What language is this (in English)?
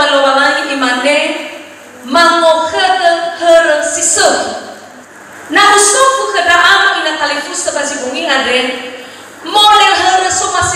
Nias